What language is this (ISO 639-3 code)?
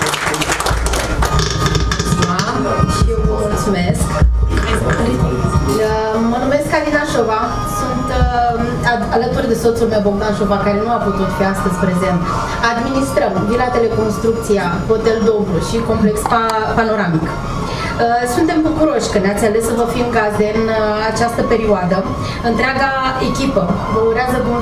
ron